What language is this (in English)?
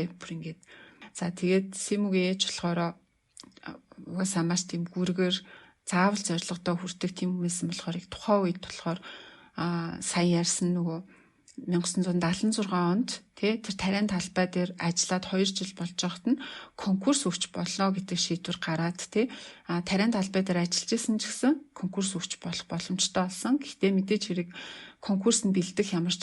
Mongolian